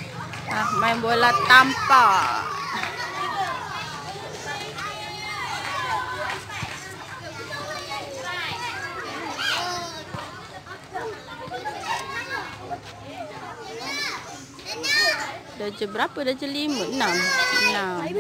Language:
Malay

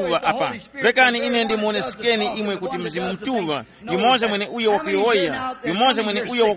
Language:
Tumbuka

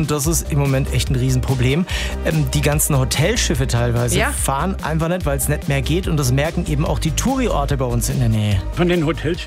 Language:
German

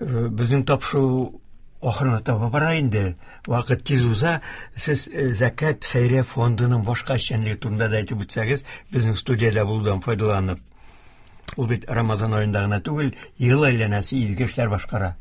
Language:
Tatar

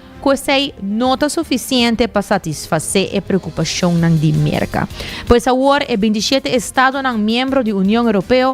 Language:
Papiamento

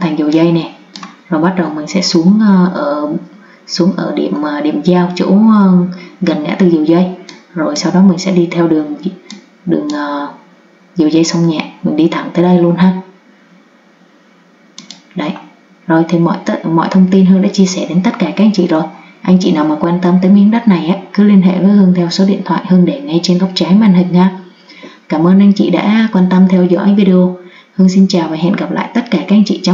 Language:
Vietnamese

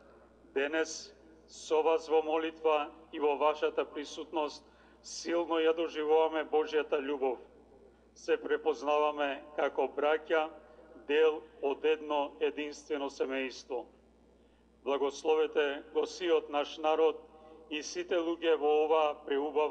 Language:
Macedonian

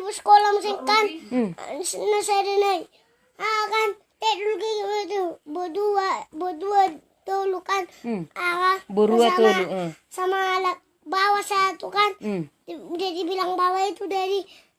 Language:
Batak Toba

